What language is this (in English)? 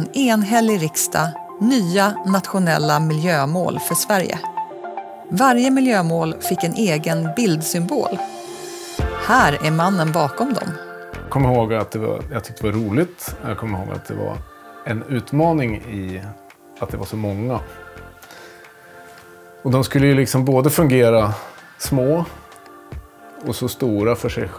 Swedish